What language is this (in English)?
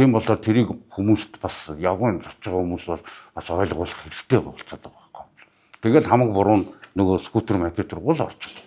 Mongolian